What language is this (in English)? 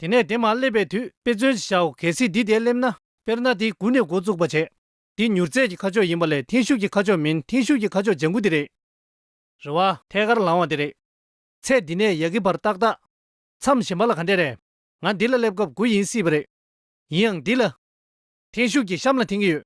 Tibetan